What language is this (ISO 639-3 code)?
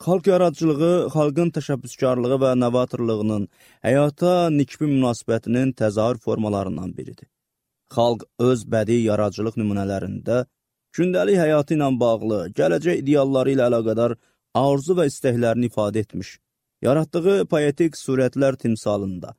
aze